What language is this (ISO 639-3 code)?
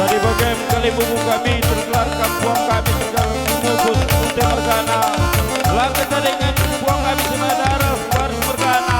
btx